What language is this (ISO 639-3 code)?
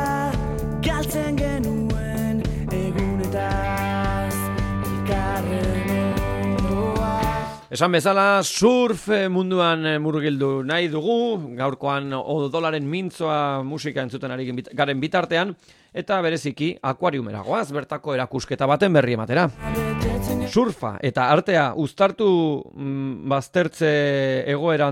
eus